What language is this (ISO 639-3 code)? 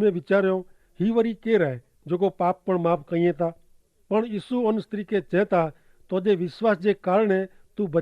kfr